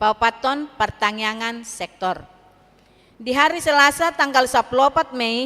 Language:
Batak Toba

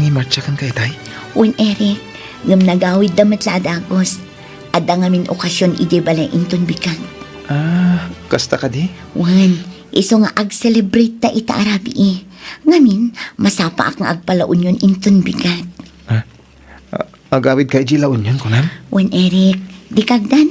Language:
Iloko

